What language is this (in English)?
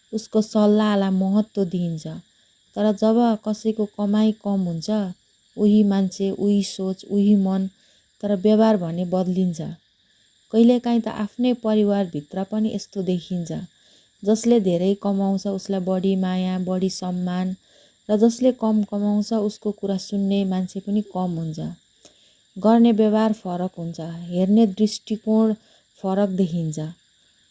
Nepali